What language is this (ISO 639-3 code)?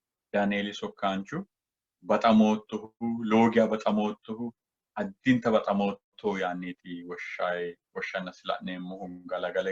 sid